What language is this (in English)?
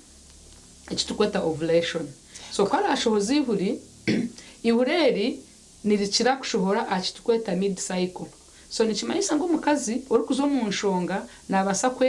Nyankole